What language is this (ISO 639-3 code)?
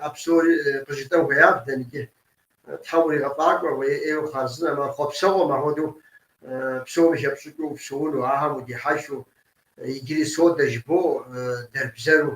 kbd